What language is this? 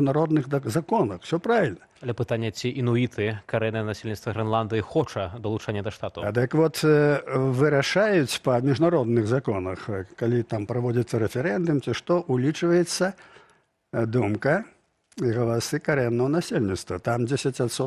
Belarusian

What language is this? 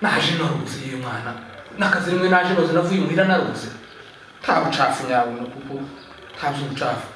Kinyarwanda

